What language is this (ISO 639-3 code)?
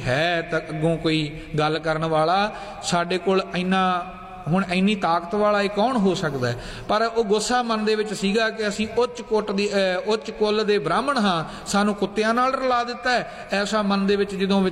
pan